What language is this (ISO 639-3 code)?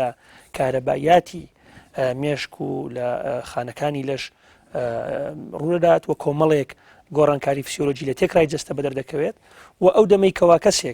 ckb